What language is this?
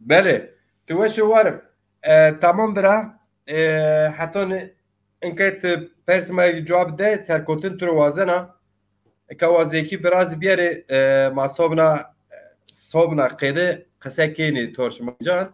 Zaza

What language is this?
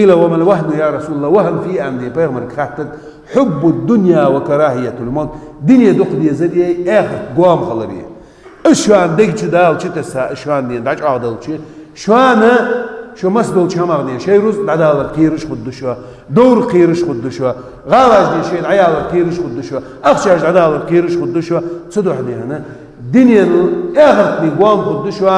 Ingush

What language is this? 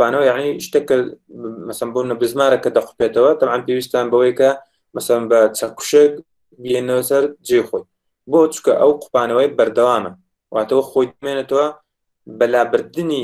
Central Kurdish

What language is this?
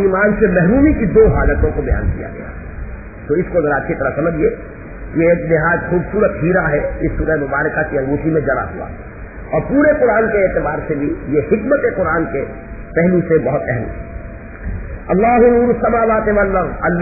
Urdu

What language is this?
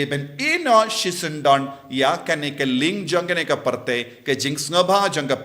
Khasi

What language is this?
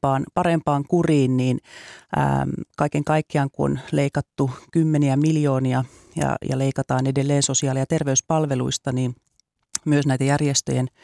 Finnish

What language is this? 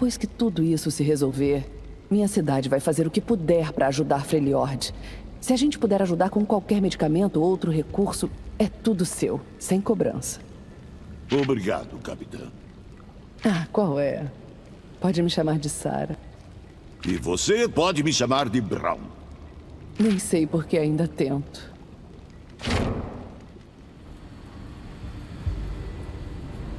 Portuguese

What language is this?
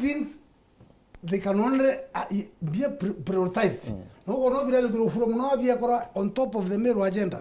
Meru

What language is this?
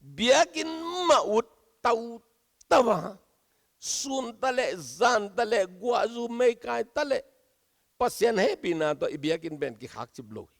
Tedim Chin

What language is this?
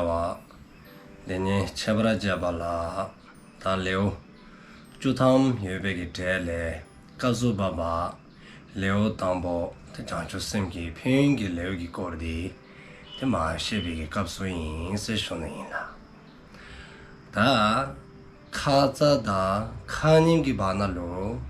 Dzongkha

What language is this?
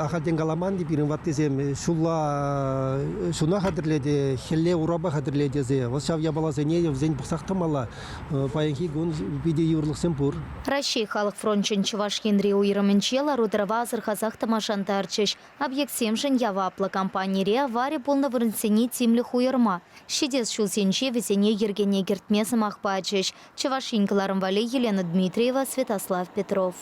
Chuvash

